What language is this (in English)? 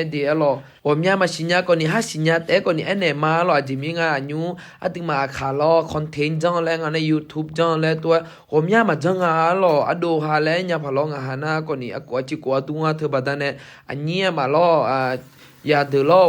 Akha